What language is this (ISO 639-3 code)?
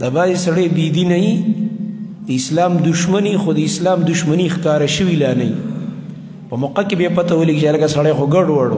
pus